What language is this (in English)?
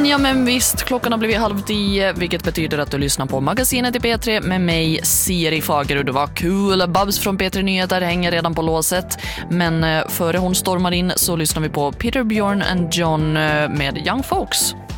Swedish